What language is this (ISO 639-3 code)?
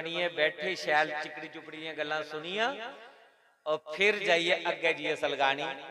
doi